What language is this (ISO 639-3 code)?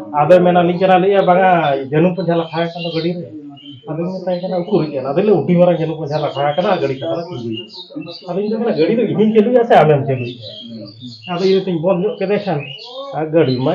sat